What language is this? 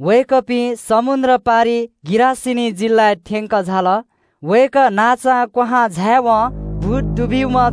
Newari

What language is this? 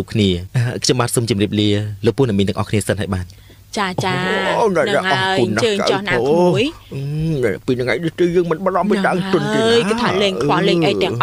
Khmer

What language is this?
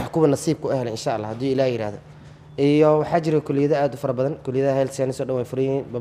Somali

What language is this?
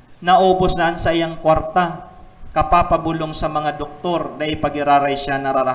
Bikol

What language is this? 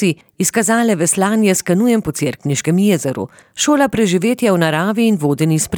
Slovenian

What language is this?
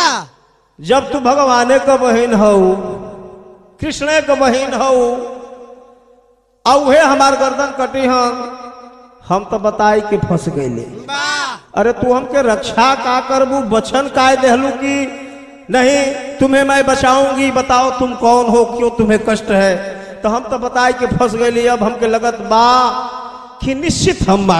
Bhojpuri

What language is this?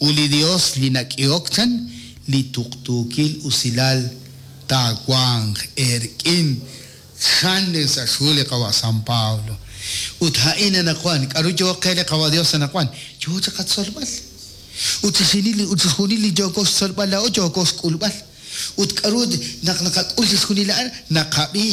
Kekchí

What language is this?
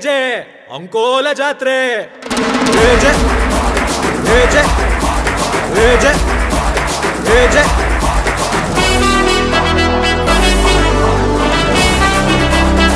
Kannada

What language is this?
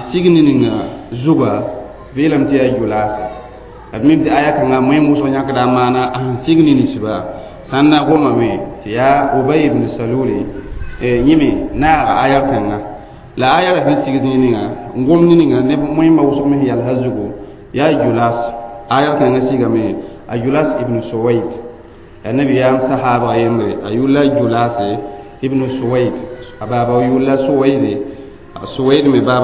Mossi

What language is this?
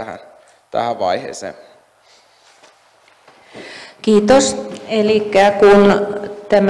Finnish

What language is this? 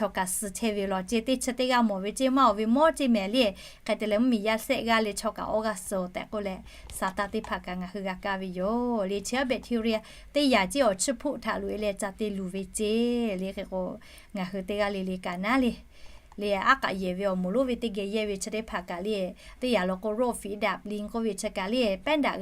Lahu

